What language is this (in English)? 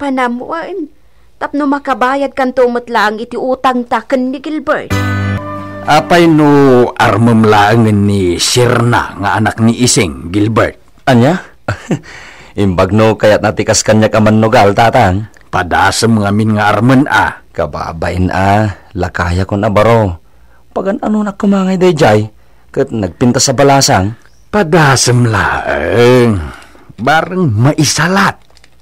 Iloko